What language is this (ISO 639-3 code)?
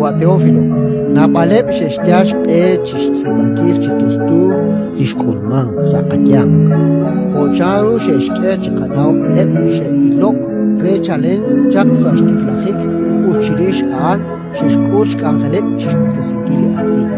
kek